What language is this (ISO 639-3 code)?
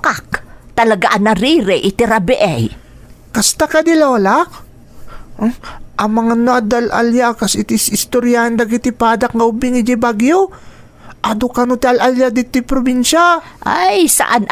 ilo